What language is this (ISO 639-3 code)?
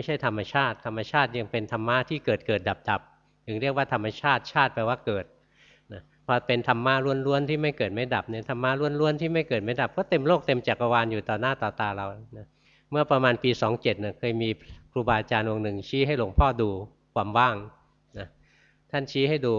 tha